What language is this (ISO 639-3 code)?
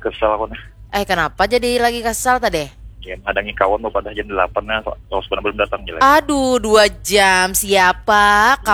bjn